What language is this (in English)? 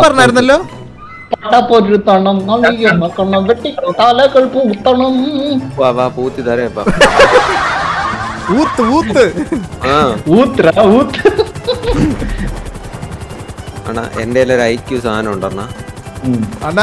Malayalam